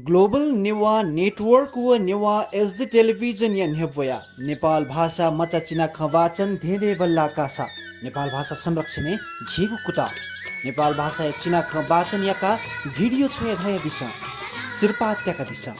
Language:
Newari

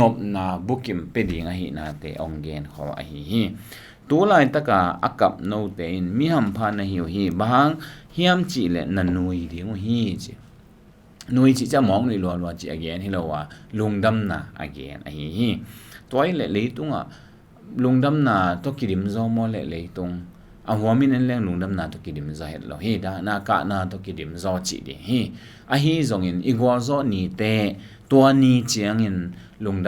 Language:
Tedim Chin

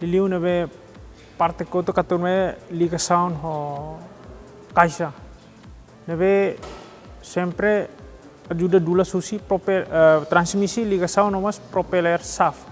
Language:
Tetum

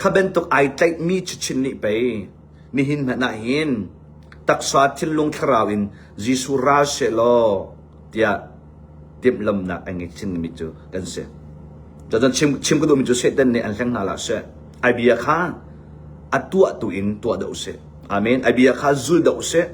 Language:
Hakha Chin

